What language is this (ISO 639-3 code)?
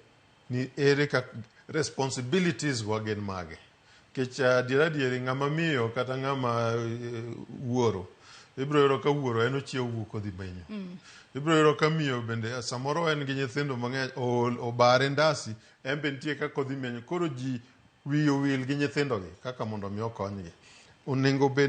luo